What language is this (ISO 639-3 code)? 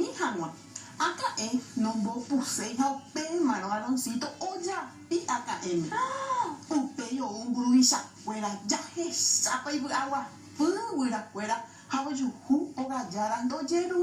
grn